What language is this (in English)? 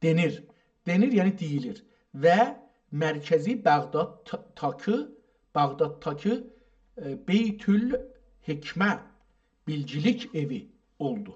South Azerbaijani